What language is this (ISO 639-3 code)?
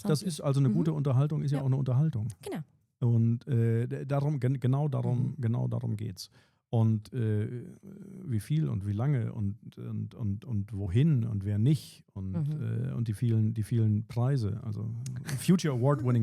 gsw